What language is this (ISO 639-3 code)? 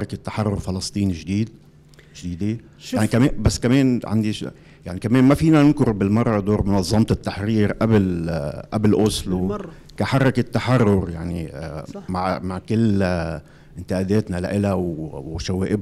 apc